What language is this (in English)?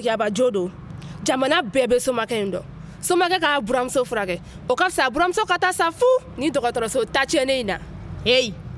Bambara